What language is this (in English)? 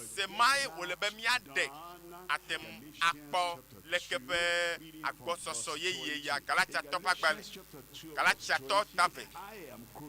Ewe